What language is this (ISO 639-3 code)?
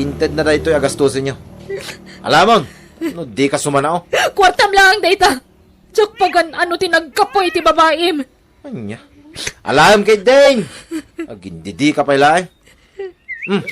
ilo